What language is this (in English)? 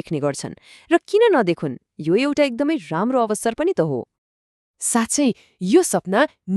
Nepali